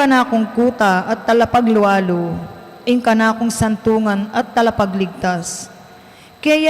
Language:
Pampanga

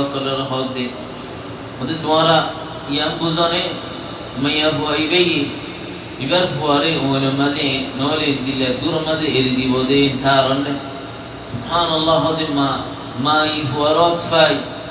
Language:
Rohingya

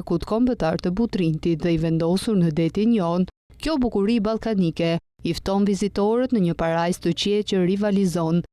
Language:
Albanian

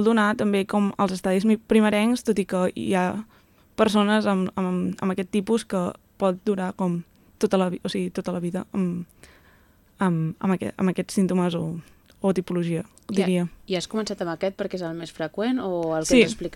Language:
Catalan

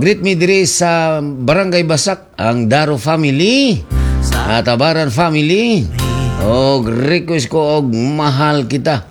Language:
Cebuano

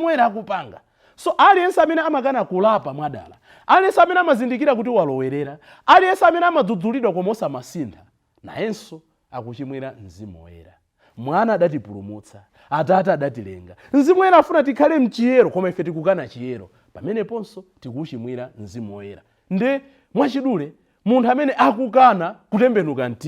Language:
Nyanja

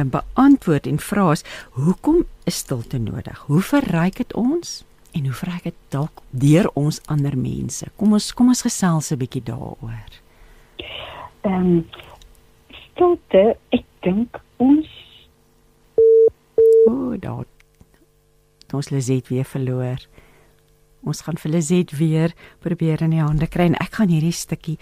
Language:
Afrikaans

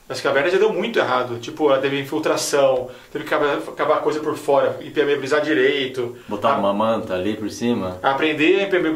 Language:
Portuguese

